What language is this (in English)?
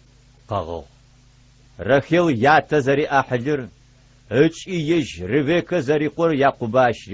Adyghe